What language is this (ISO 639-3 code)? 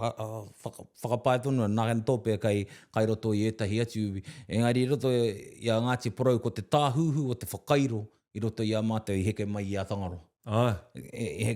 mri